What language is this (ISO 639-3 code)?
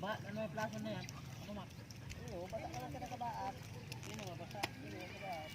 bik